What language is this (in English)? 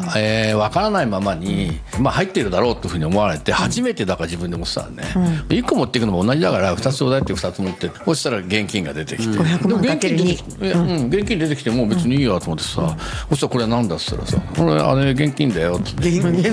Japanese